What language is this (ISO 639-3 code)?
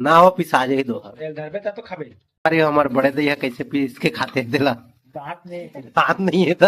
hne